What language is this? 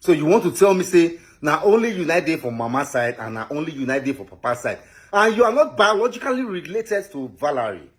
Nigerian Pidgin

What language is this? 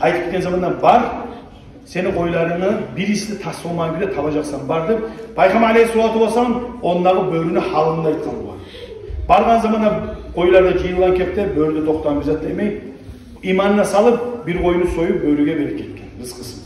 Kumyk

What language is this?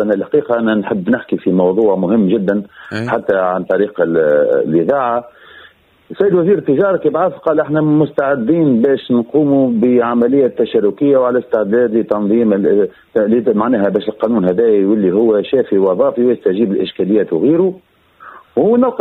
Tunisian Arabic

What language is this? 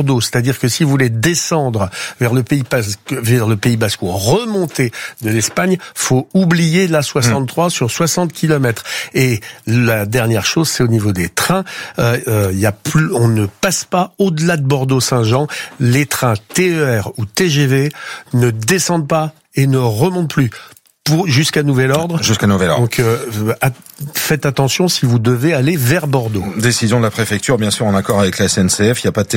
French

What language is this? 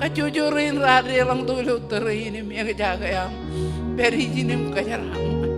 Marshallese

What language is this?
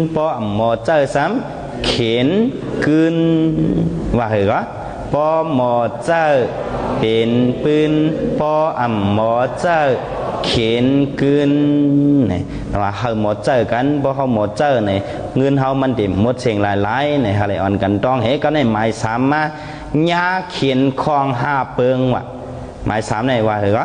Shan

